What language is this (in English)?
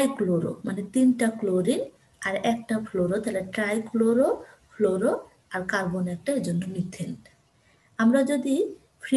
Bangla